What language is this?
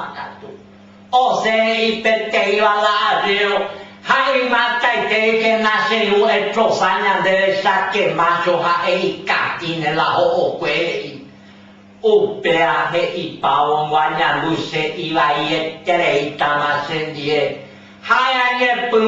Guarani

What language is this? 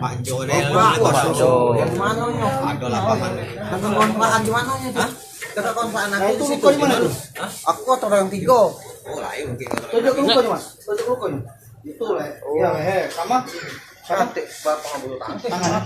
Musi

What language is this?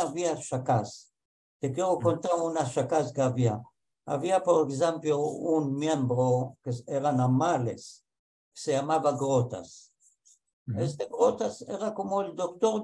Ladino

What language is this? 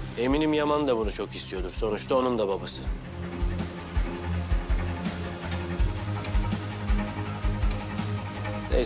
Turkish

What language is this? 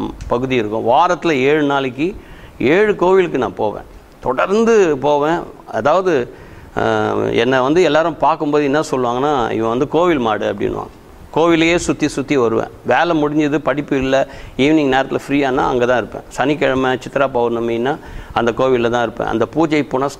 Tamil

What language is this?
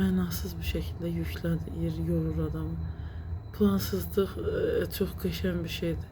Azerbaijani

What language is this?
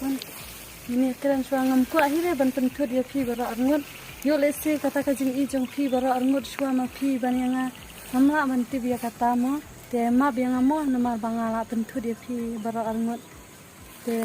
Khasi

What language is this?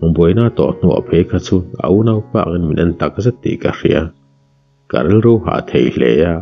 Mizo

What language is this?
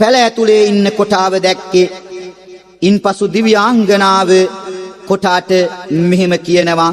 Sinhala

